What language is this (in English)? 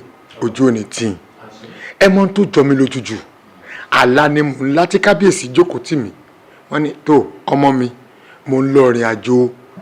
Yoruba